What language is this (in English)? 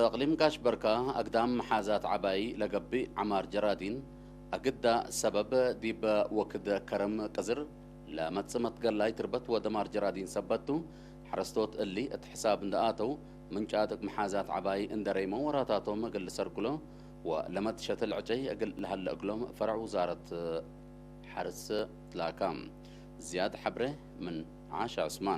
Tigre